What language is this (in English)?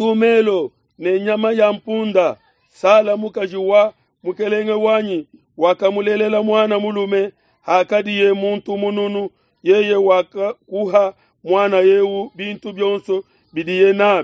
Luba-Lulua